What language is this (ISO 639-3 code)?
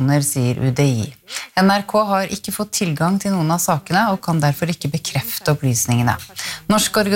nor